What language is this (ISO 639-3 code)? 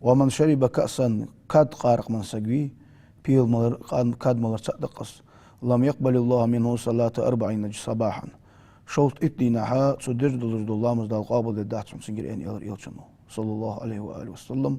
inh